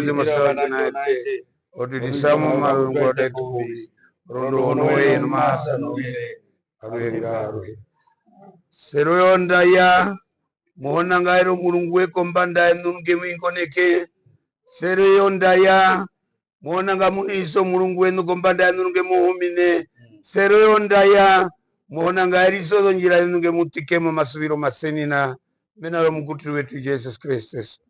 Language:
Herero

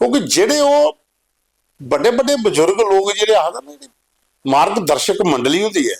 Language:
Dogri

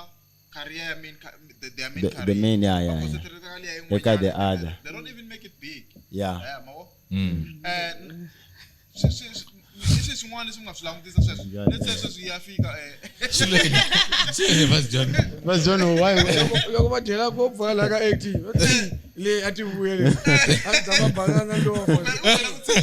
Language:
Tsonga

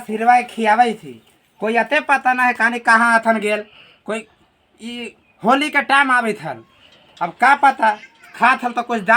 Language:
Magahi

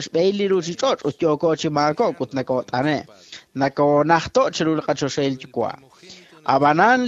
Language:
Kekchí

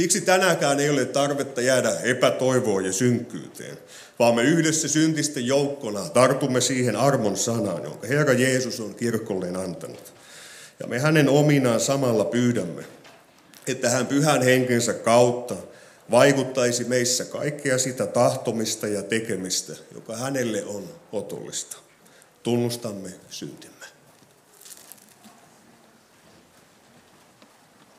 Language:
Finnish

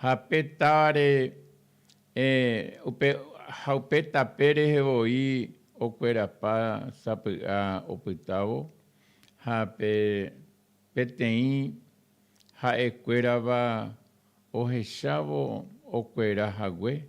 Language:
Guarani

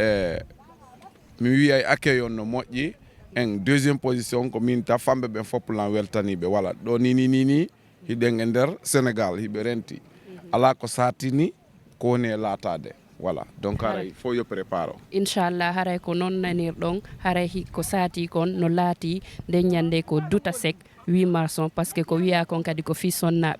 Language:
Fula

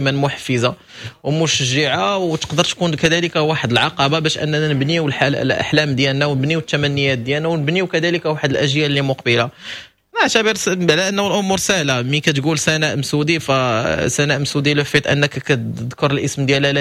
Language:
Moroccan Arabic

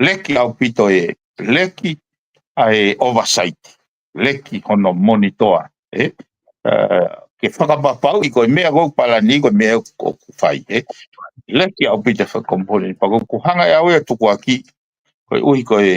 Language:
Tongan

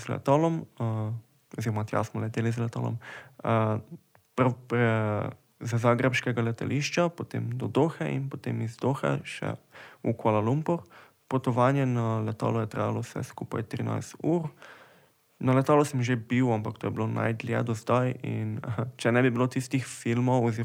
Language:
Slovenian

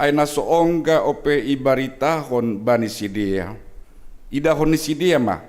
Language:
Batak Simalungun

